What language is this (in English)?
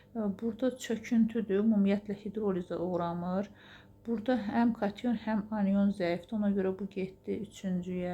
Azerbaijani